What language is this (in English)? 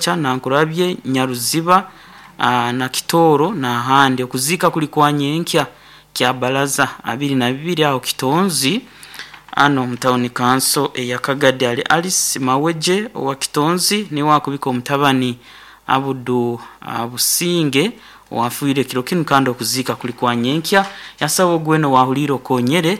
Nyankole